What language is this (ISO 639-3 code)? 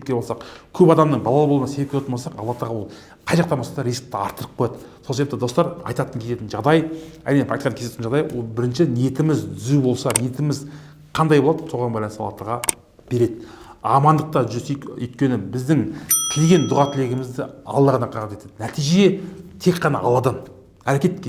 kaz